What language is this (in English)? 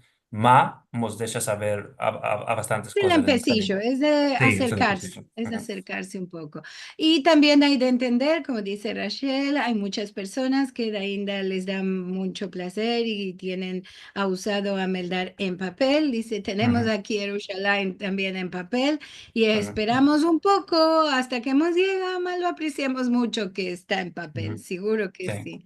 Ladino